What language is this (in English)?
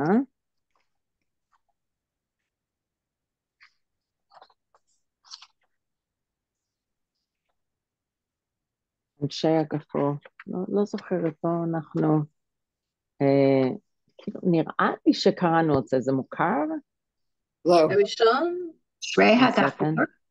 Hebrew